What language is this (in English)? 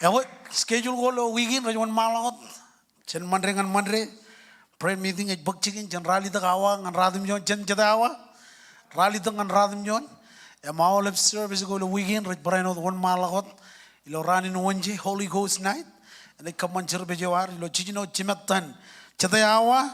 Marshallese